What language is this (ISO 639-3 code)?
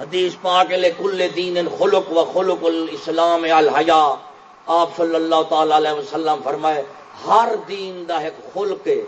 skr